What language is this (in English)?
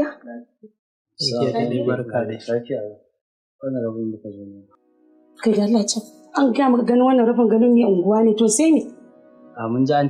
Hausa